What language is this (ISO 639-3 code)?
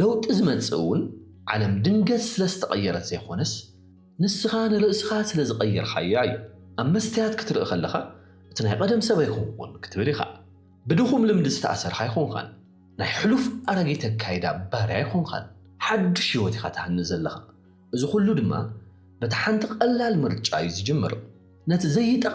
tir